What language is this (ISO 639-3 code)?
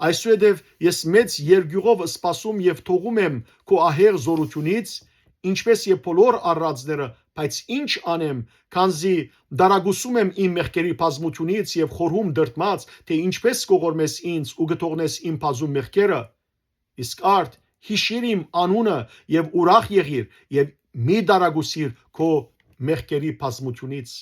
hyw